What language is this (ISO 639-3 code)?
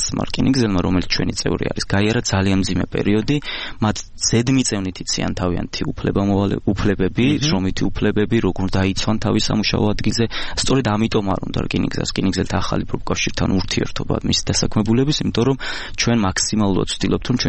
kat